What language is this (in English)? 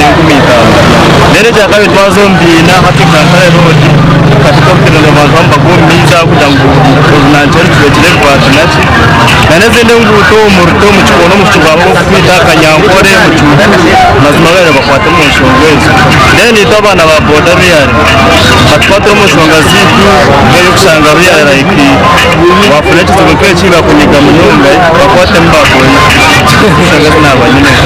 Nyankole